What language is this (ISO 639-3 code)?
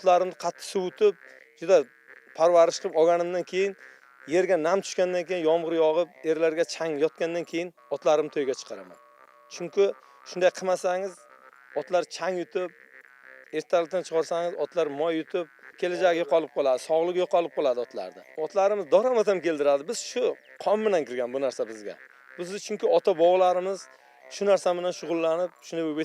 uzb